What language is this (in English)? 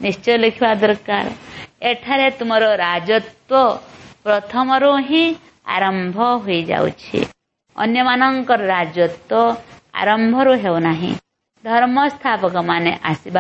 Odia